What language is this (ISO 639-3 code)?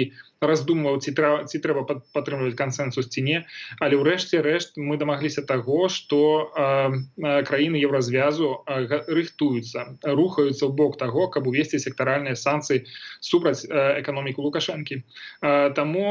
bel